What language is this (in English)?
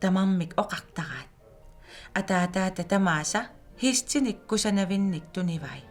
Kalaallisut